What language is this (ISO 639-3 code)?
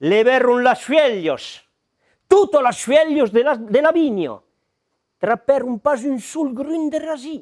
oci